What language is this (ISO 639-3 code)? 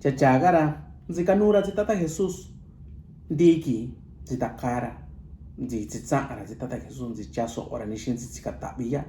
mix